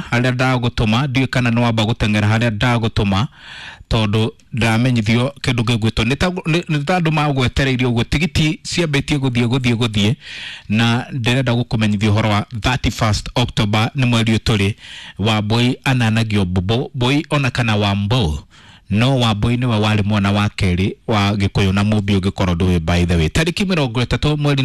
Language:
Kikuyu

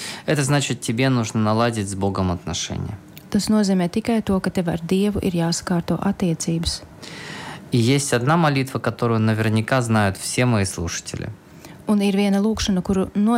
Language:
Russian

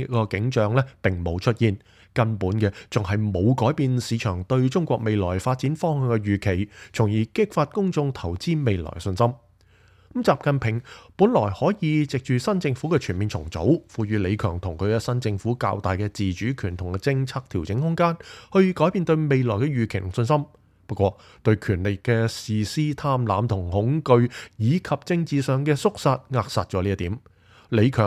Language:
Cantonese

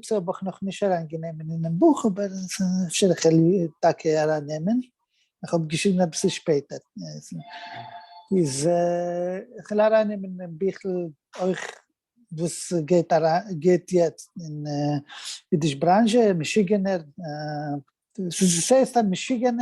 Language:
Yiddish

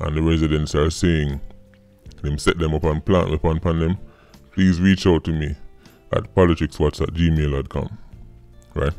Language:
Jamaican Creole English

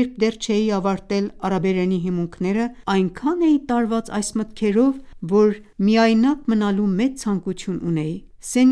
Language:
Armenian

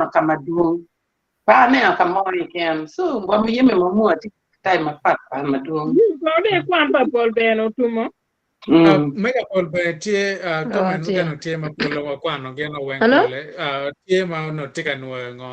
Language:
Acoli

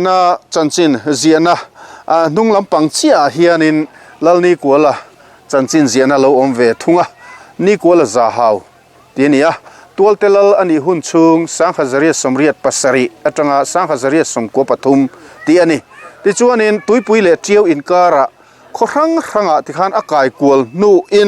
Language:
Mizo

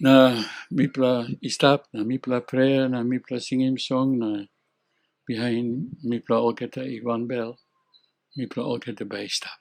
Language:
Tok Pisin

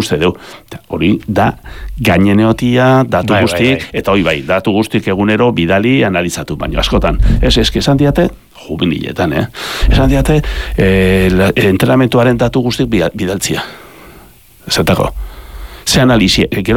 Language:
Basque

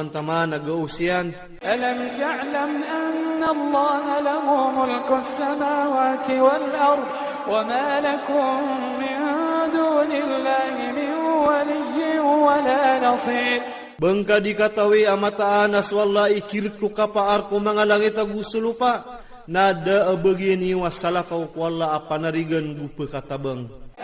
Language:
Iranun (Philippines)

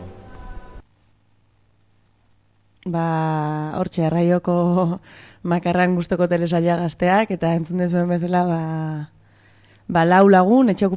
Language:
Basque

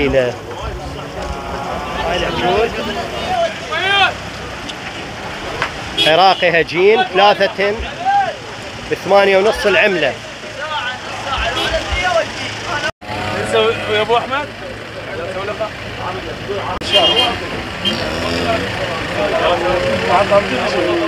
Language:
Mesopotamian Arabic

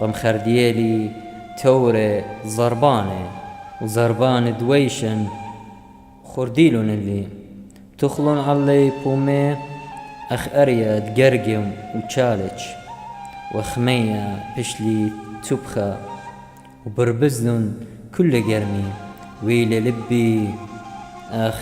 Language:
Assyrian Neo-Aramaic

